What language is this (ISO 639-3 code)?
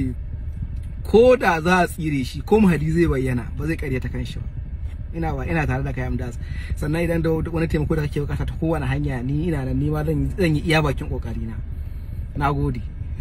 hau